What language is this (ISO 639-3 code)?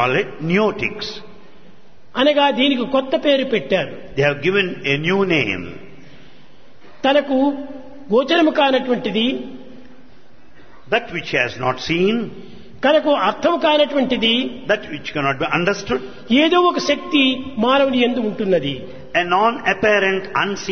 tel